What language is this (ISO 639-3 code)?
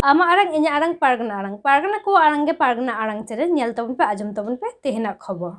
sat